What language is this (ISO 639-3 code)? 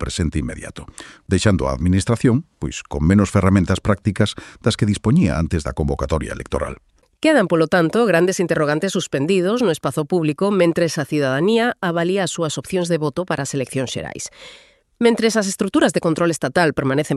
glg